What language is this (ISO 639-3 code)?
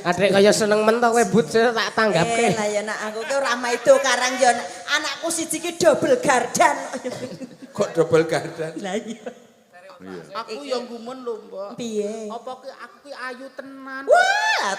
jav